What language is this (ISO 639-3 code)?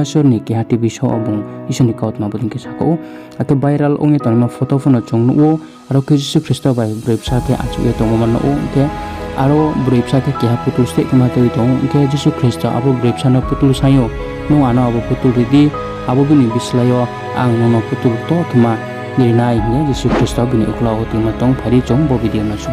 ria